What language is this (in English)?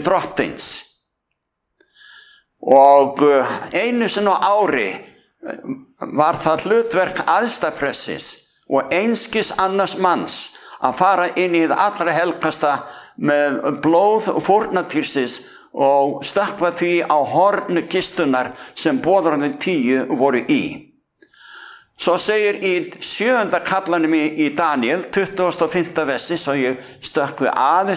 Icelandic